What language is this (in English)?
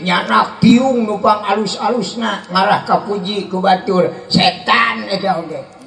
Sundanese